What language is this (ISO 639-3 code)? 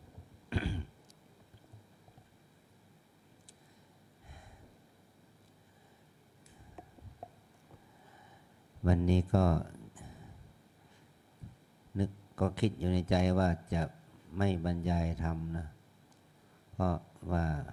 tha